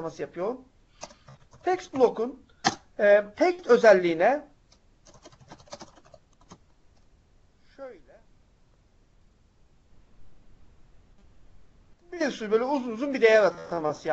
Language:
Turkish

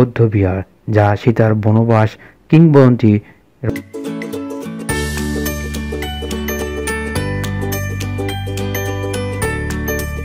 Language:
Bangla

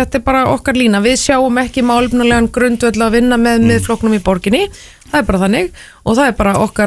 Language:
Icelandic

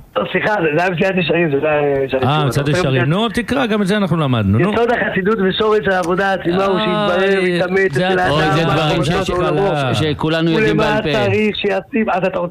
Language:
Hebrew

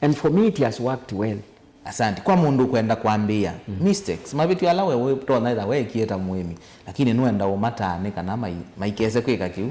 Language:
Kamba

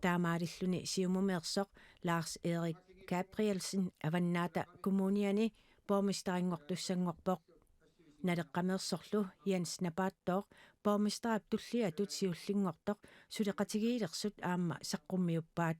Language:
Kalaallisut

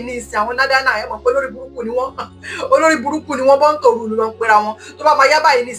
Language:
Yoruba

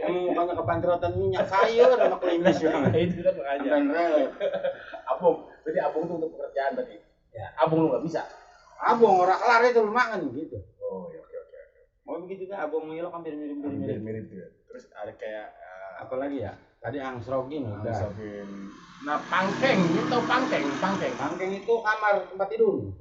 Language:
Betawi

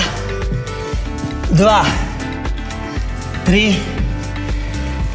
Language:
Slovak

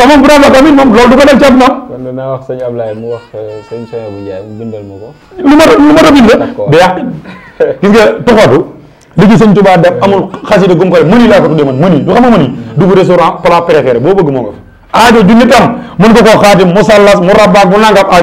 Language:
Wolof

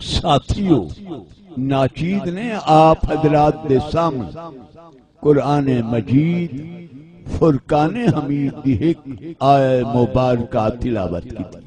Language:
Saraiki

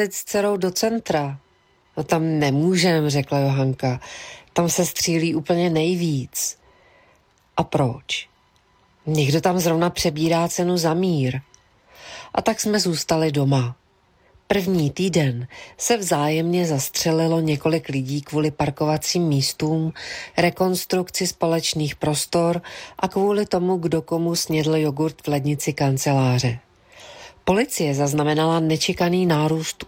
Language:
Czech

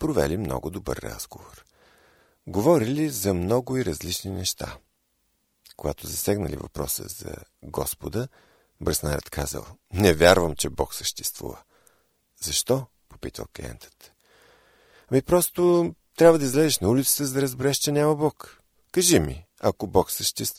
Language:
Bulgarian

